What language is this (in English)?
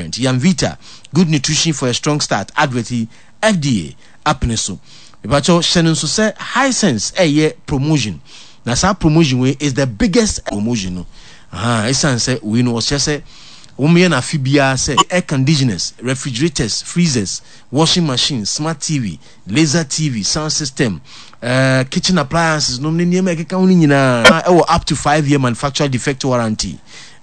Akan